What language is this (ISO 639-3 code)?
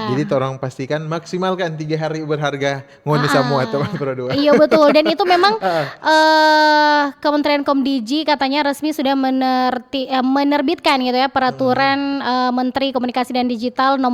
xmm